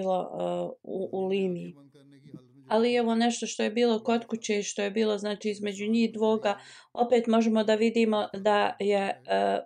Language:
Bosnian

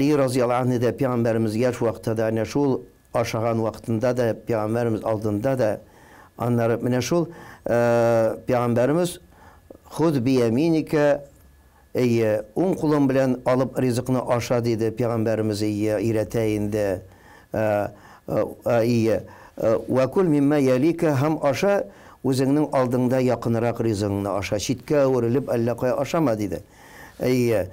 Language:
Tatar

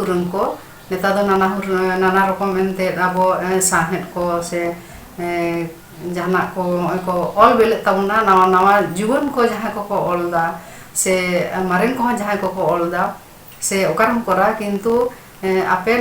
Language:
Santali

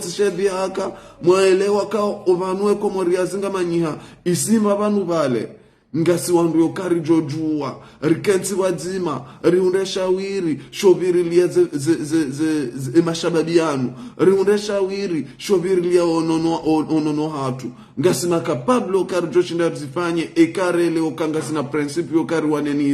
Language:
Ngazidja Comorian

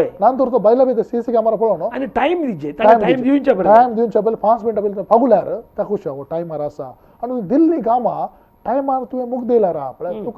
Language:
Konkani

